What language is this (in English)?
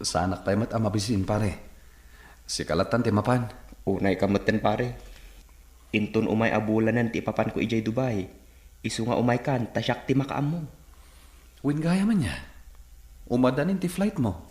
Iloko